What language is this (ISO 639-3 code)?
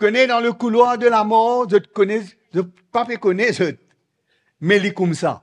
mfe